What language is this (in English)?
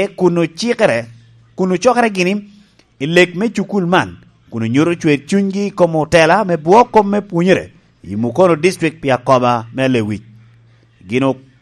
Lango (Uganda)